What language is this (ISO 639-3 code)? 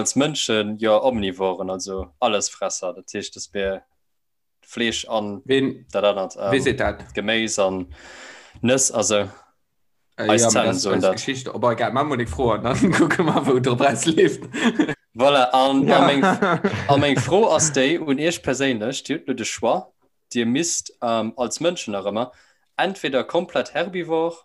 ltz